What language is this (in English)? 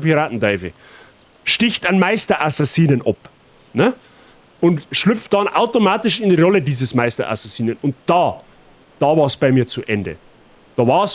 Bavarian